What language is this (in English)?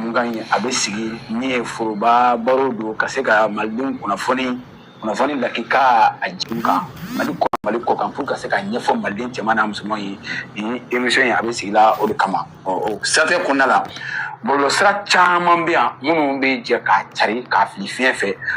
Bambara